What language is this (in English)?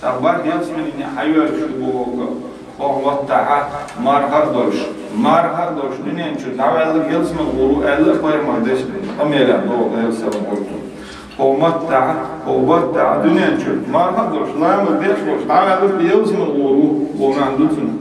Chechen